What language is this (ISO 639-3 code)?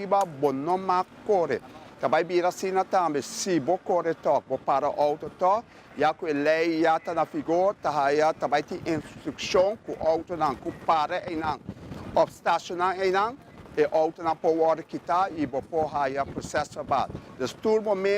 pap